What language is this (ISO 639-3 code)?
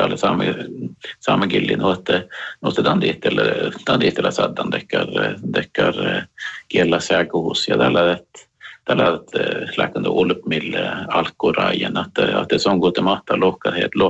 sme